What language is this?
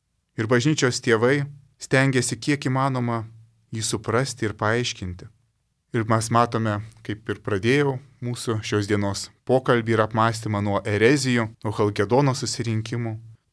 Lithuanian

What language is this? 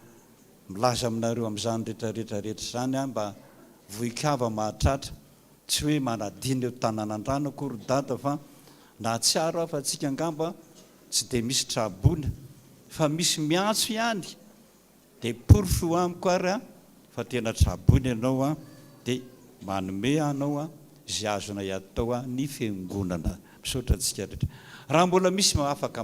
Malagasy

